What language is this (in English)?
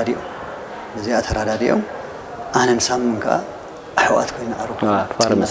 Tigrinya